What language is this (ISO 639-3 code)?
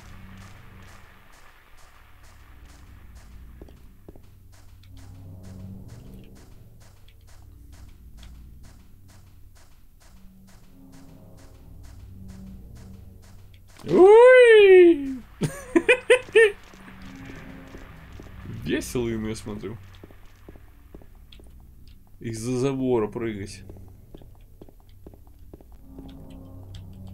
rus